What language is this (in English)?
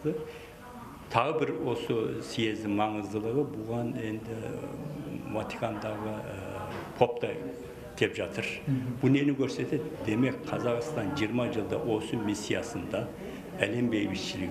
Kazakh